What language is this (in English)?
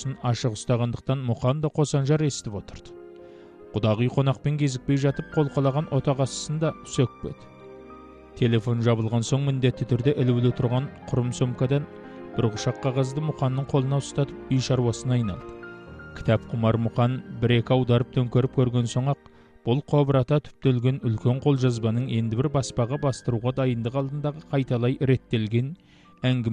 Kazakh